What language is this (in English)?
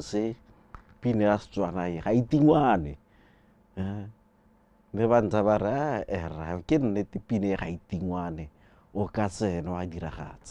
Tswana